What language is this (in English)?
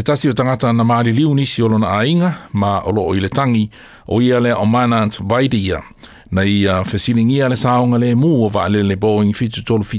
Samoan